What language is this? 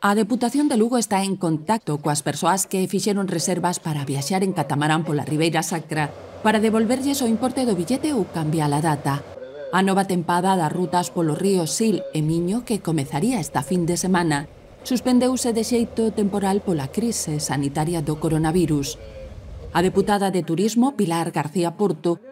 Galician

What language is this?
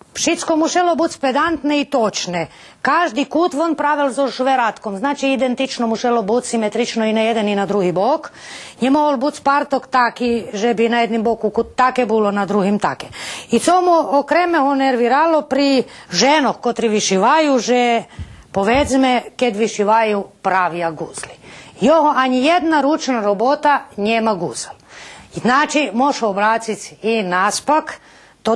Rusyn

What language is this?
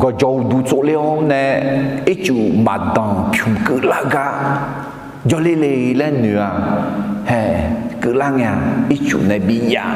Akha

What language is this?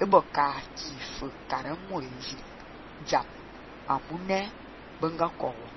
Fang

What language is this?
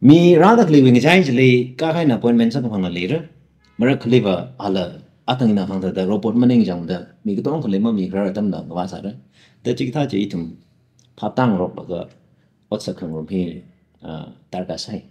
Tangkhul Naga (India)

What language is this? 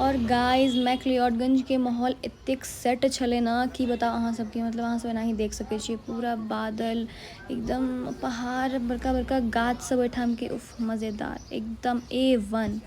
Maithili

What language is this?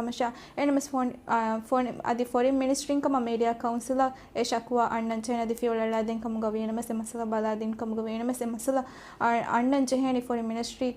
Divehi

